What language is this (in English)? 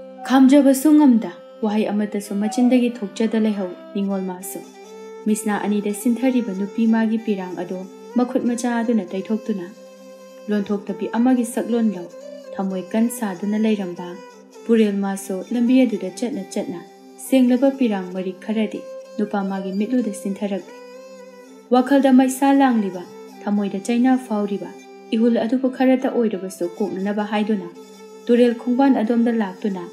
Manipuri